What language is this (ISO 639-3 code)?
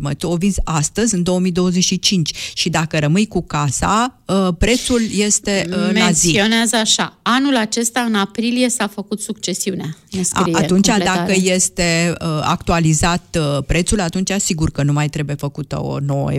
ron